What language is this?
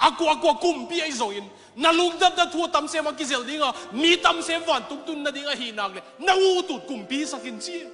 Tedim Chin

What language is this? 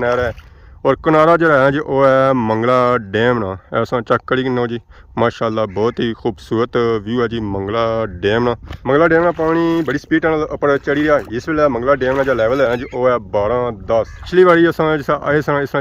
Pahari-Potwari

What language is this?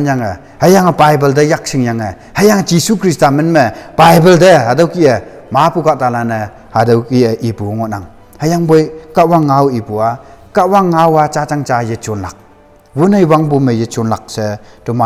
Konyak Naga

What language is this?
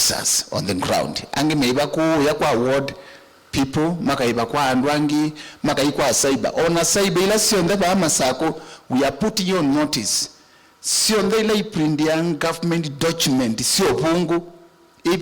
Kamba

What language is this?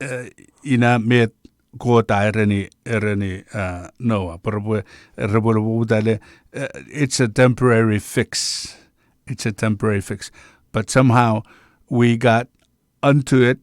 Chuukese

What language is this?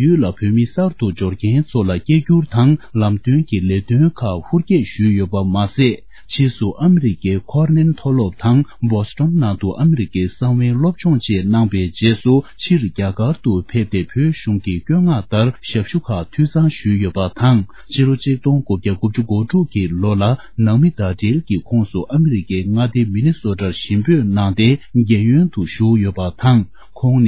Tibetan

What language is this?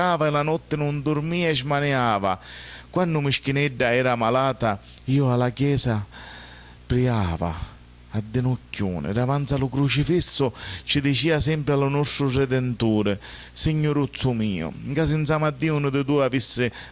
Sicilian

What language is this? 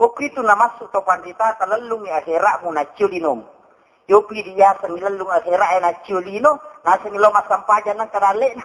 Buginese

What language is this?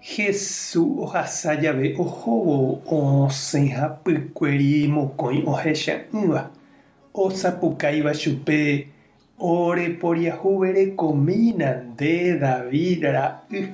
Guarani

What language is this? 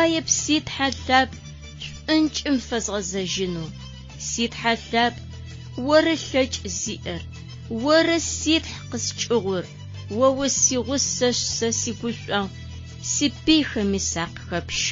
Adyghe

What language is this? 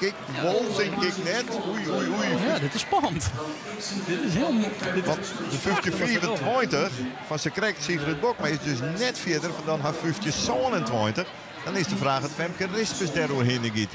Western Frisian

